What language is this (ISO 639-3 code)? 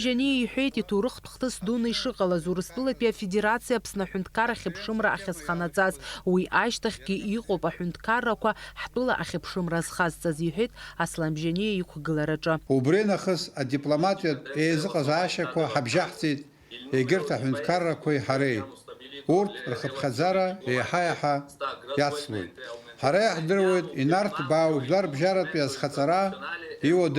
abk